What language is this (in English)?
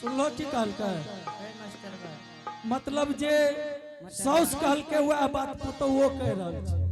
Angika